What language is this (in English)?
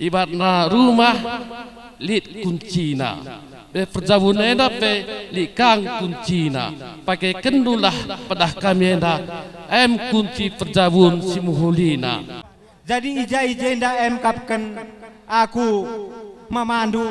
Batak Karo